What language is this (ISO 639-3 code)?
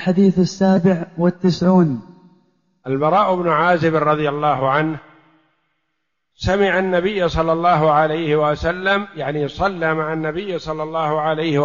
ara